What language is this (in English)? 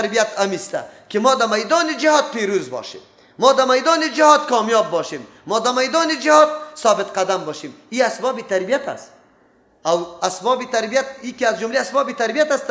Persian